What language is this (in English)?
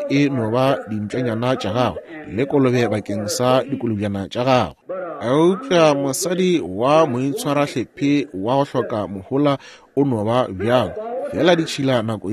Northern Sotho